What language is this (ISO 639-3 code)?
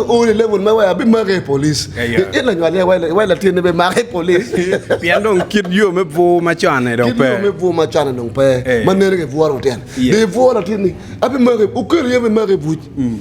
ach